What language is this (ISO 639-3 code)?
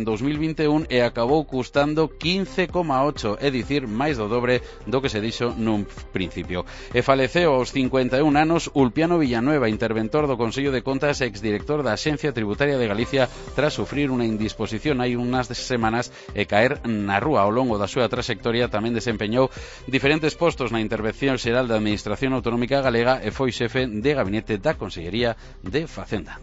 glg